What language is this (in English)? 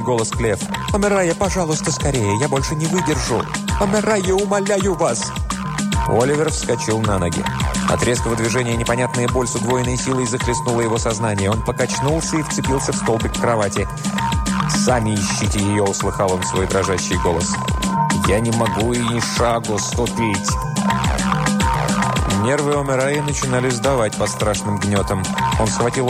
Russian